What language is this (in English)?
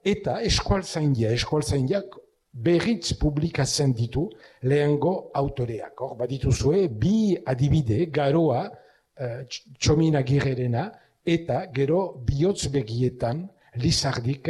Basque